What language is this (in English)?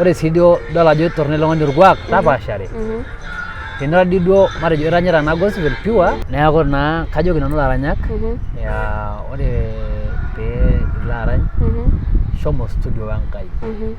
Masai